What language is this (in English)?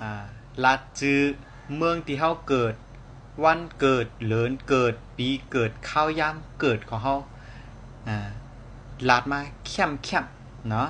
Shan